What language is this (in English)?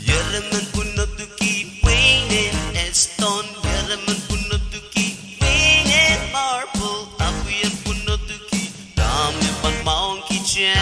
Pohnpeian